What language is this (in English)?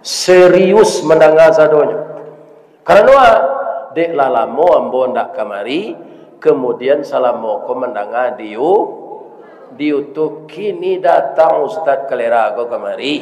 Minangkabau